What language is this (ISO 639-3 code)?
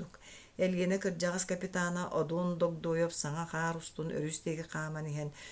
sah